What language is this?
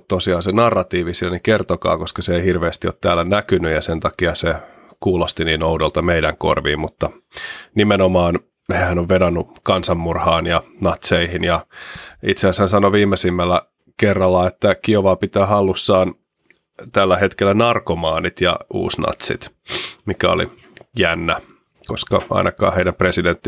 Finnish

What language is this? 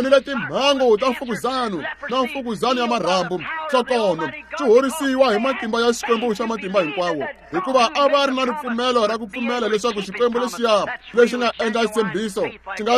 Tsonga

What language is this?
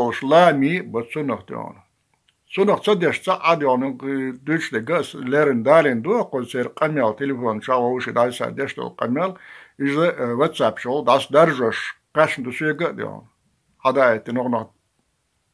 Chechen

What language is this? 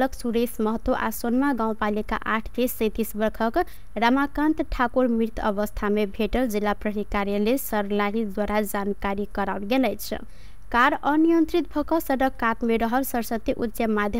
Maithili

